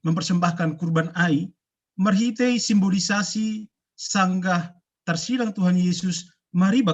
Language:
Batak Simalungun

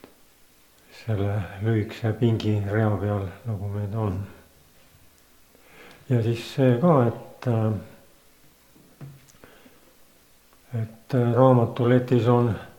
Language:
Estonian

